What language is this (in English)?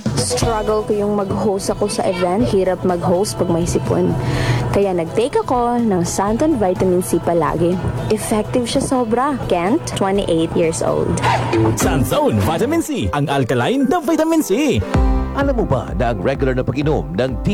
Filipino